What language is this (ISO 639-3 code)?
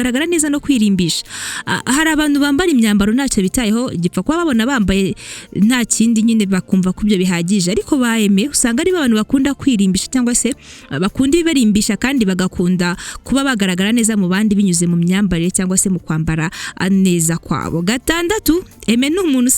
kin